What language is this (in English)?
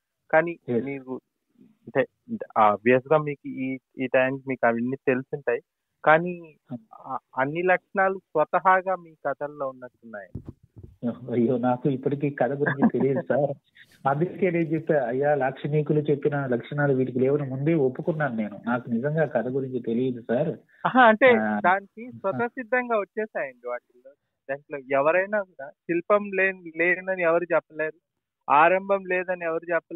Telugu